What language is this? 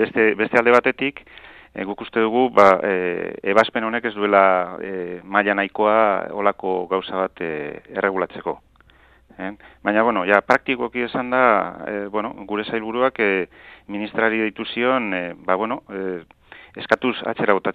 Basque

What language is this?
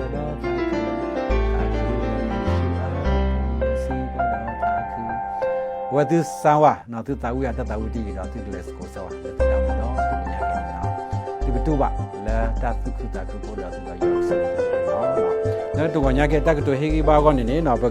S'gaw Karen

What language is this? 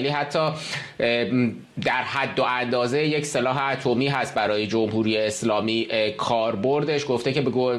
Persian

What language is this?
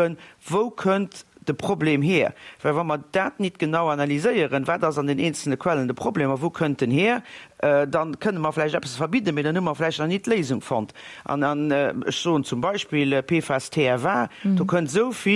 Luxembourgish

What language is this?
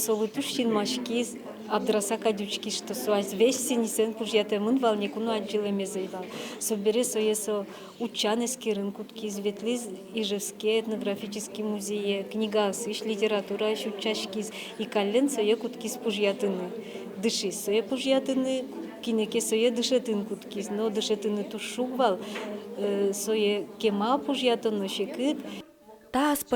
Udmurt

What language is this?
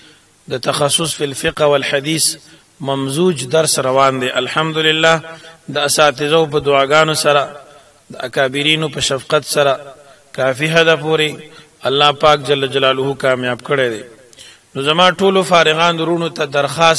Pashto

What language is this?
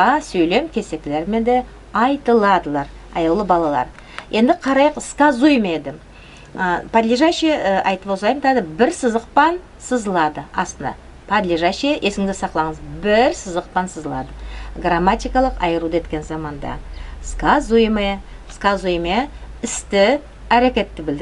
Nogai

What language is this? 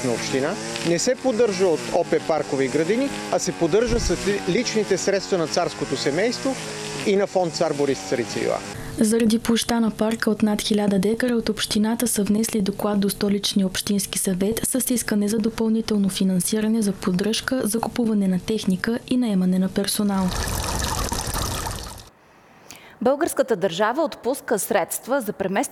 Bulgarian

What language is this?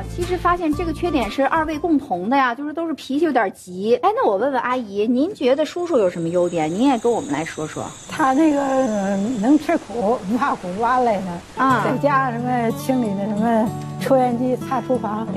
Chinese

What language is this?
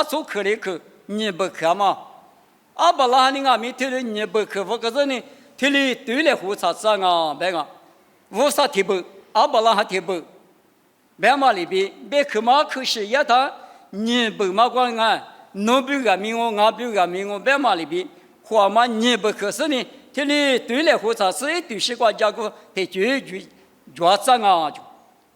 Lisu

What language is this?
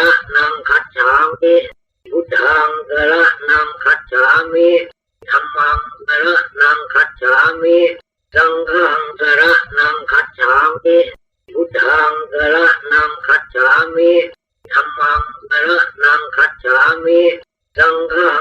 Pali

